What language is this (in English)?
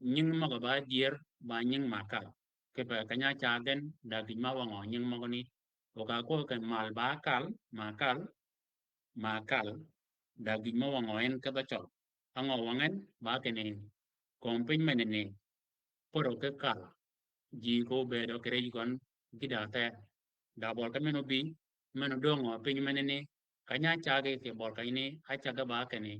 Shilluk